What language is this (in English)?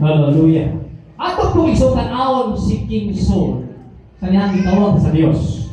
Cebuano